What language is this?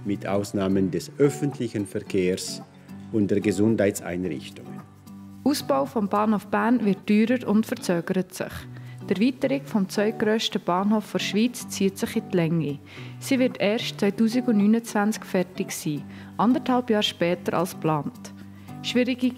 Swiss German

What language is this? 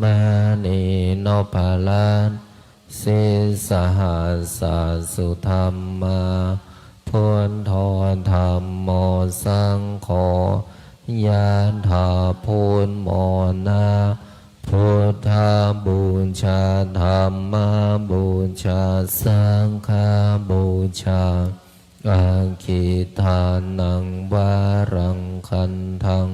Pali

